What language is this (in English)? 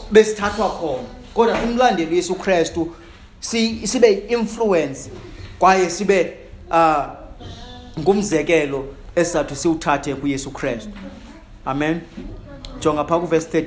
Xhosa